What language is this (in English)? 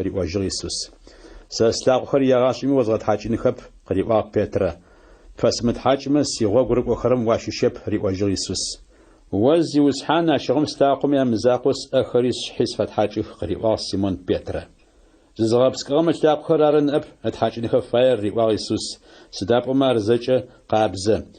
Adyghe